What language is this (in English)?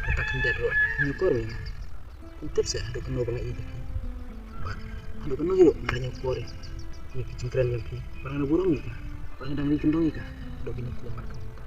Khasi